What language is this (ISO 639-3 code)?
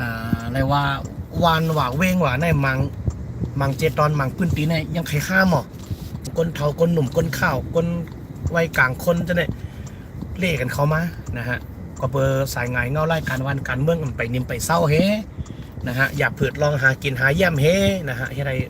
shn